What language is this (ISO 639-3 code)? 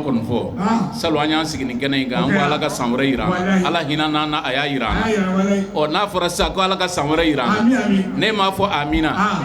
bam